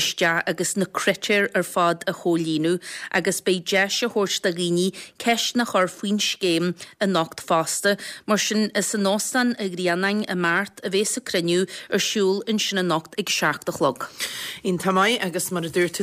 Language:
Irish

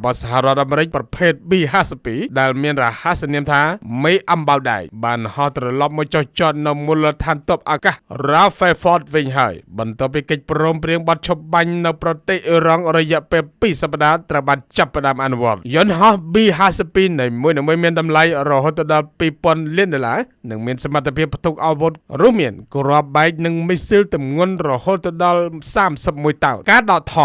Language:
Khmer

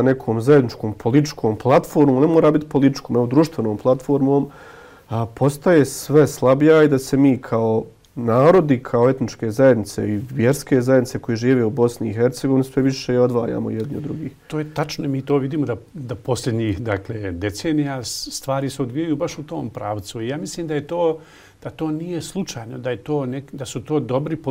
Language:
Bosnian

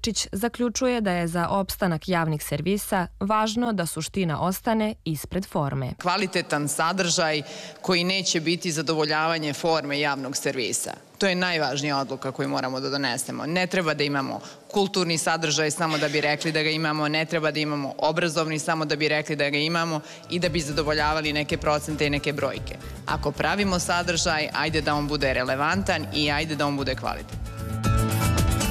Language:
Serbian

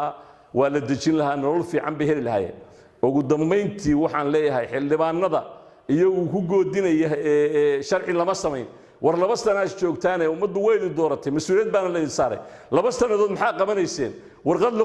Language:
Somali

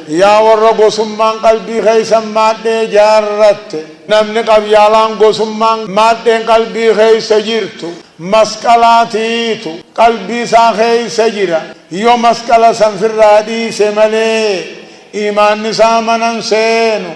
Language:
Oromo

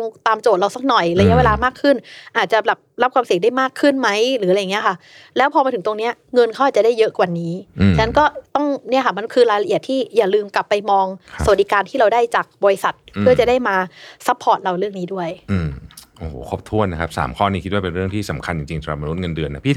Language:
Thai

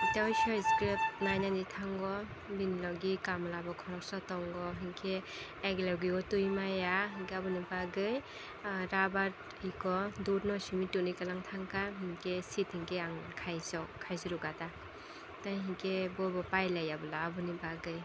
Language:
Kok Borok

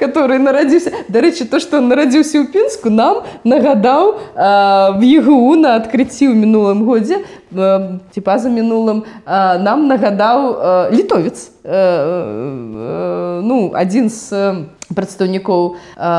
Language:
Belarusian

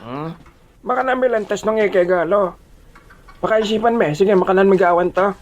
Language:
Pampanga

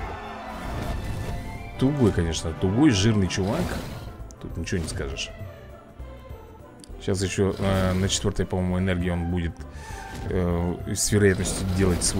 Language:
Russian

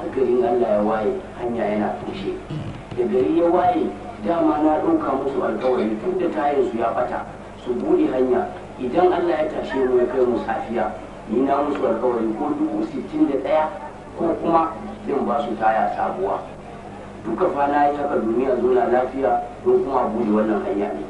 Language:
Hausa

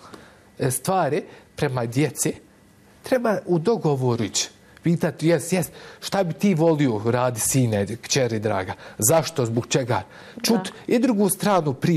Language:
Bosnian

